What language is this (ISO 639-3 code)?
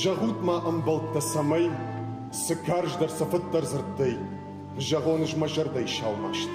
oss